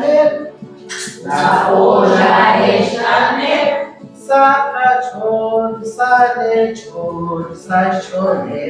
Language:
Kekchí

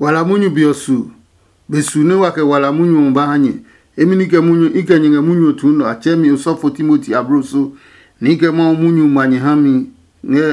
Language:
Adangme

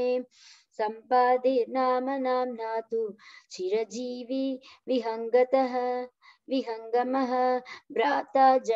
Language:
Sanskrit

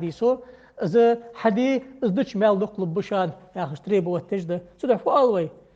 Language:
Ingush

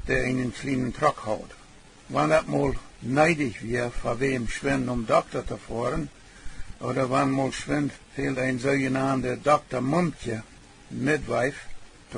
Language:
Plautdietsch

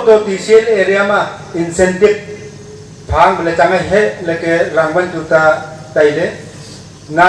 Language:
Wancho Naga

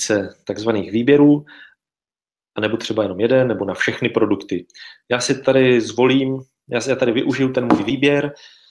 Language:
Czech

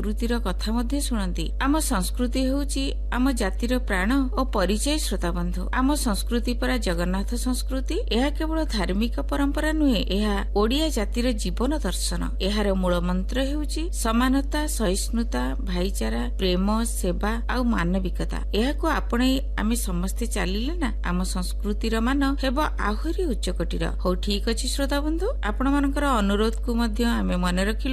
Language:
Odia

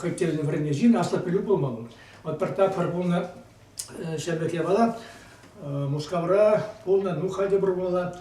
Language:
Chuvash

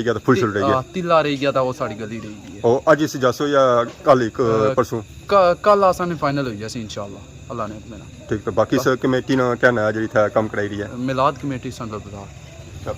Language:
Pahari-Potwari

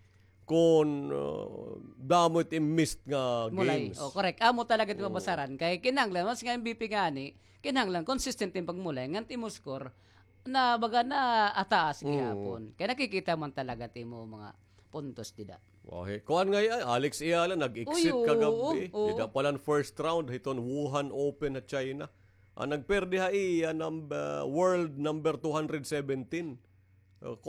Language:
Waray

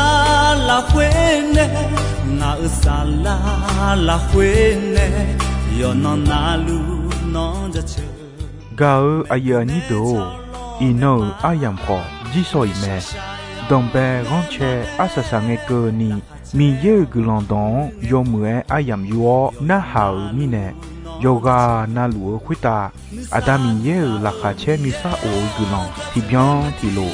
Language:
Akha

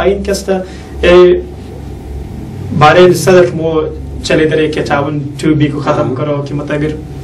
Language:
Persian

